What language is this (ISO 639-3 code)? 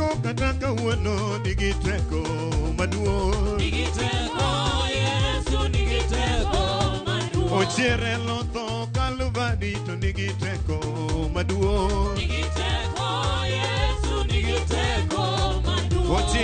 luo